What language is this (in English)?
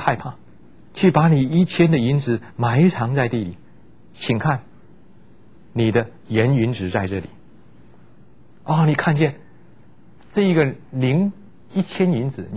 Chinese